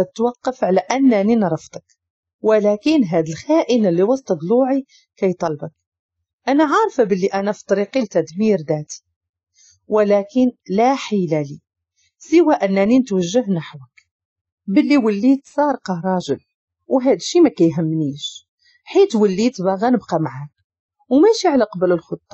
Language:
Moroccan Arabic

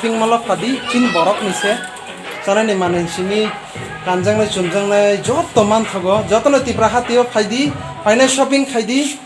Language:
Kok Borok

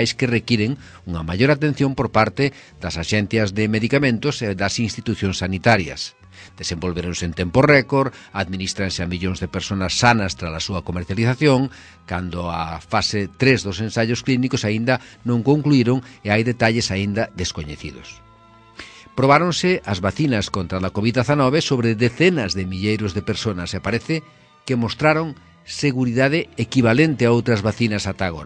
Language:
Galician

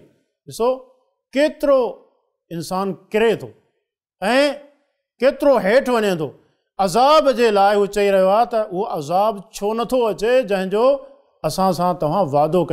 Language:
Sindhi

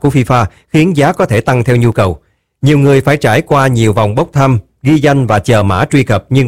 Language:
Vietnamese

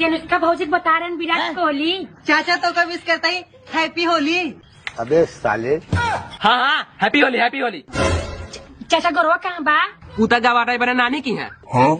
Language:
Awadhi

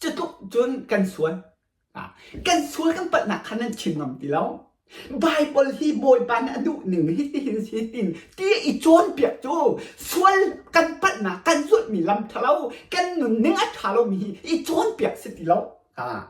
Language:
Hakha Chin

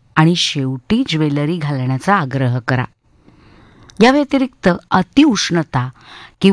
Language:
Marathi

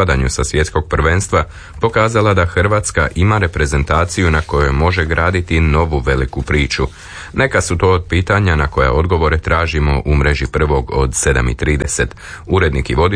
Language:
Croatian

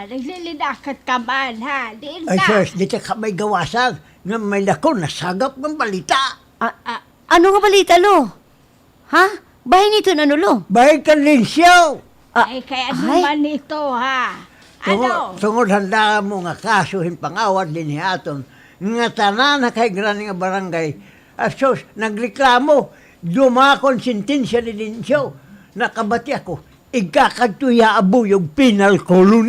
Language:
Waray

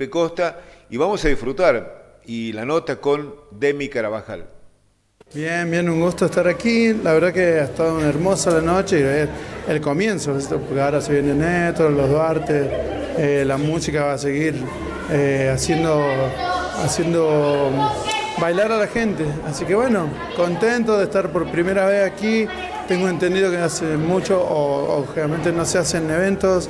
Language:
Spanish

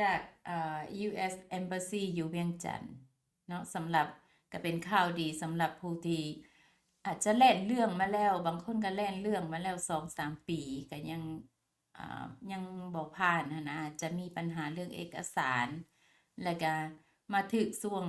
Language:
Lao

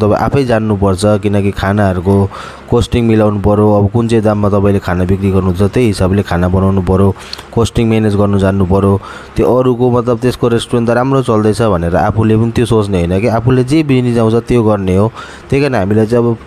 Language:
Nepali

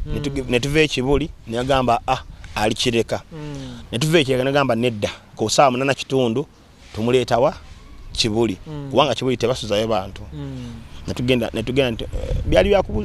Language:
Ganda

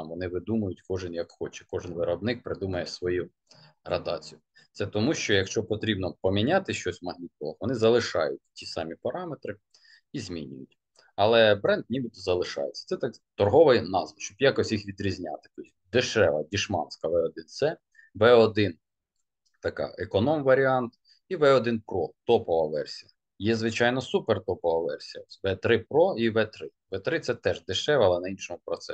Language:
Ukrainian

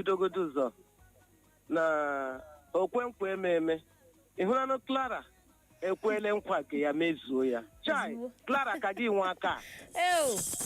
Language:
Igbo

